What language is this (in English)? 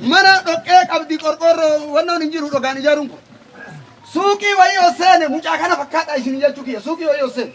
Oromo